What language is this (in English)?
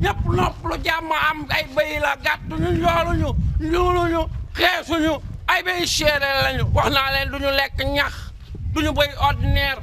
Wolof